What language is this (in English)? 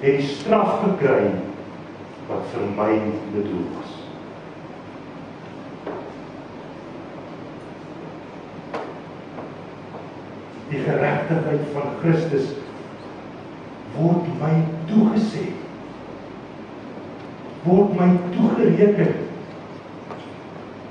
Afrikaans